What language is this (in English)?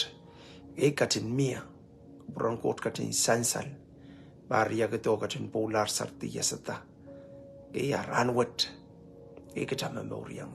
Pohnpeian